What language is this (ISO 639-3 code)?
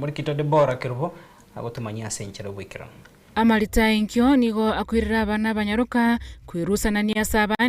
guz